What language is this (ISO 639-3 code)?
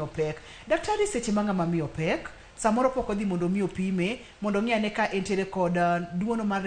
luo